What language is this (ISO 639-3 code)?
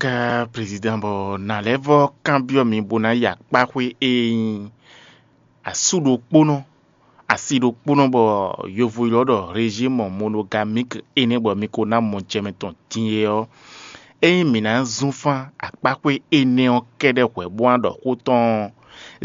fon